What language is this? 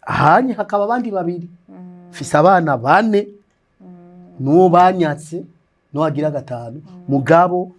Rundi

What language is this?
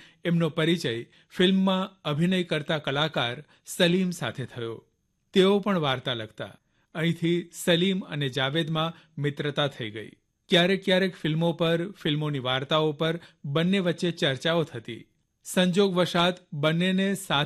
Gujarati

